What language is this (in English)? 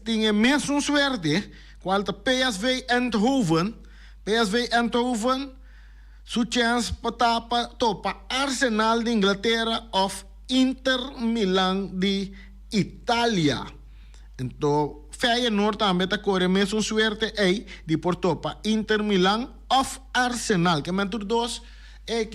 Papiamento